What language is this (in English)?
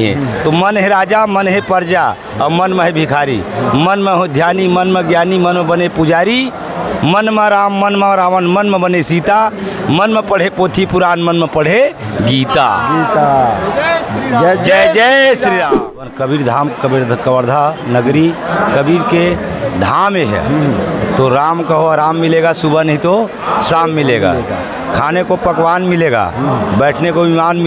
Chhattisgarhi